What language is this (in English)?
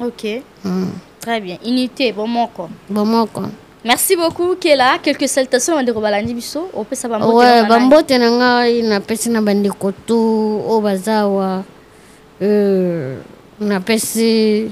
Lingala